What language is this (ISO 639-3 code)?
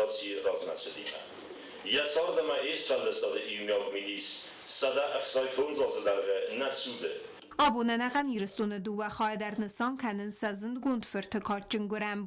oss